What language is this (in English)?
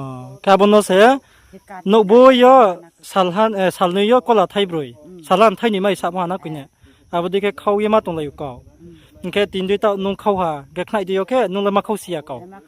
Riang (India)